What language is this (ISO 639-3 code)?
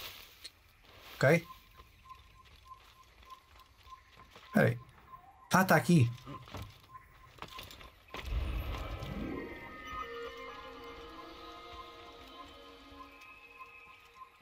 por